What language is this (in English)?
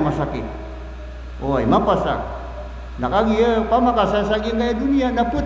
Maranao